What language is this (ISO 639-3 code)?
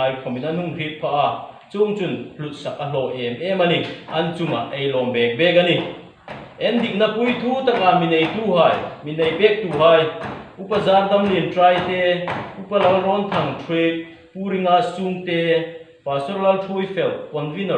hmr